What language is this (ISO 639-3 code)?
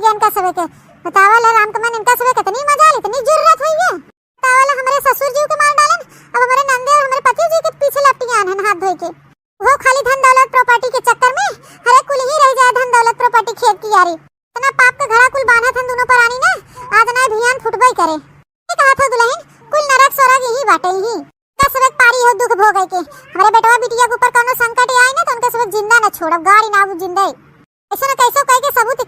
awa